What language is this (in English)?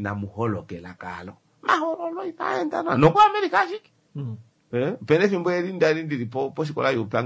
Kuanyama